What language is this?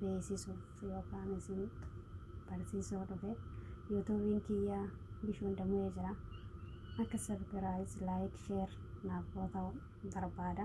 Oromo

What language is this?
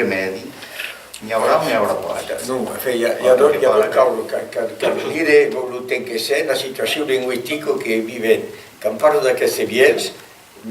Occitan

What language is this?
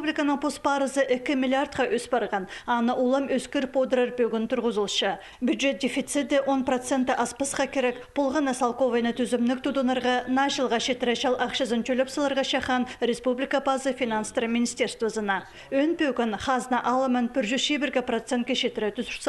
Khakas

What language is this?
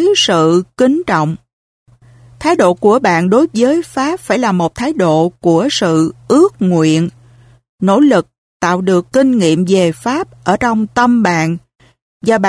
Vietnamese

